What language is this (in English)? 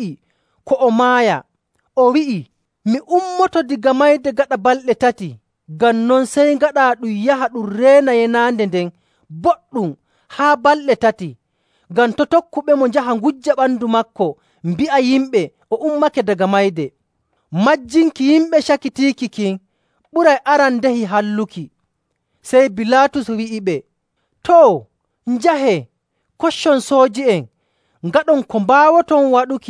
Nigerian Fulfulde